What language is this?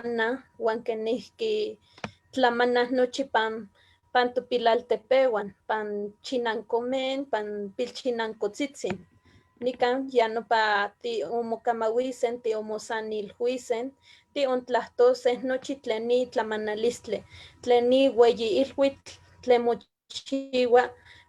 Eastern Huasteca Nahuatl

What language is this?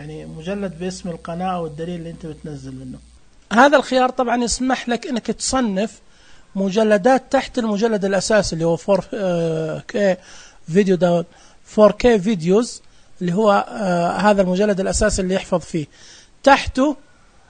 Najdi Arabic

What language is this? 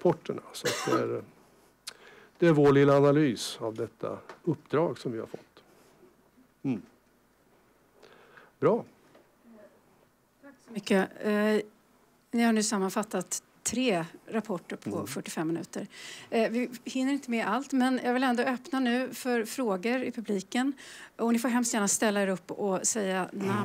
Swedish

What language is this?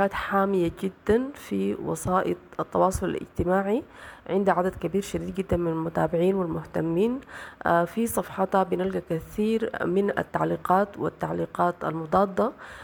Sudanese Arabic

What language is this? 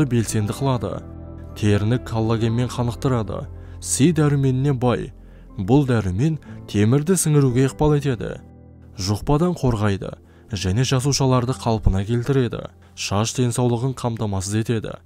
Kazakh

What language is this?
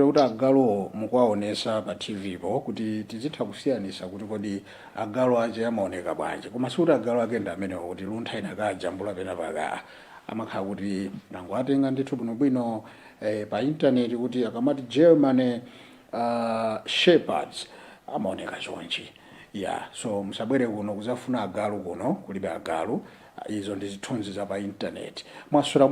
Nyanja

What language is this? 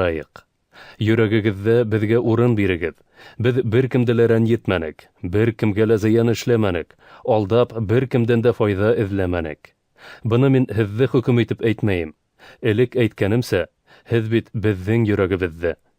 Bashkir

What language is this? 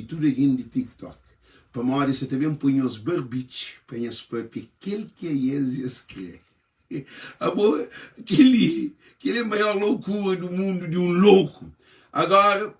Kabuverdianu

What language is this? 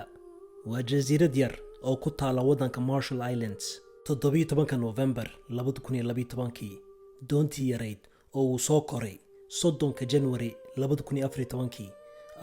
Somali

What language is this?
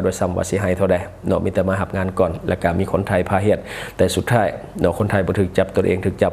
Lao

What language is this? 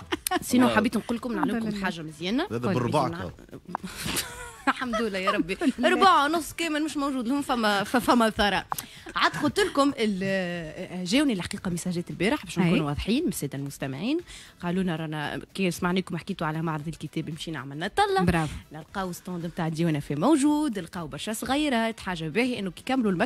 Tunisian Arabic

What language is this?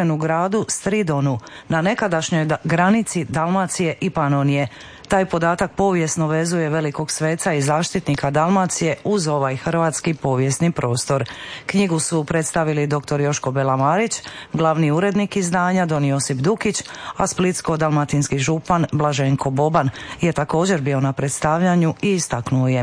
Croatian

